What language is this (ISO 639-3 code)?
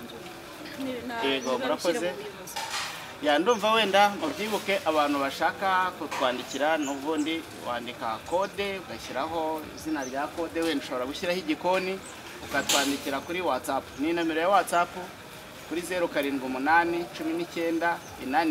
kin